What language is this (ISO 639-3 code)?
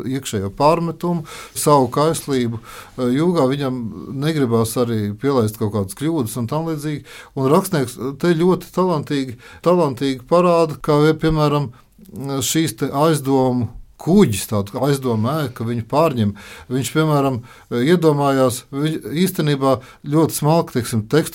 lav